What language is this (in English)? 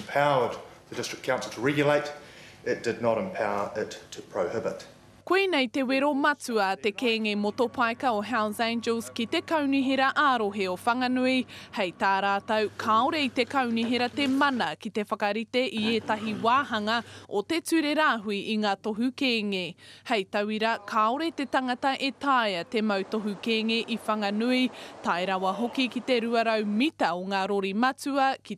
Māori